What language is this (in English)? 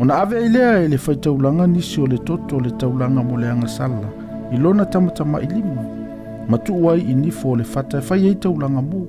Samoan